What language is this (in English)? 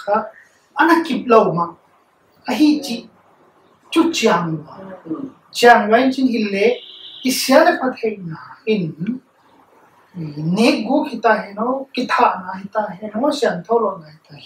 Paite Chin